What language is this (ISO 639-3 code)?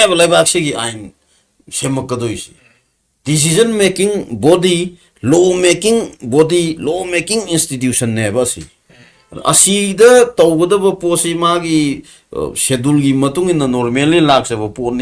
mni